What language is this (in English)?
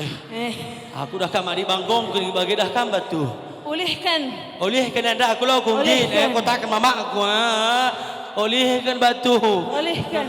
Batak Karo